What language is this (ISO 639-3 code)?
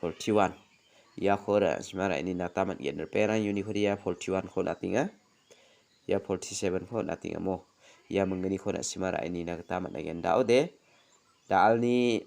grt